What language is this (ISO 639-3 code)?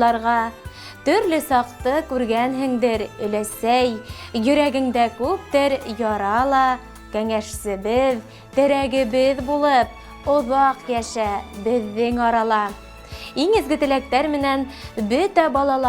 bak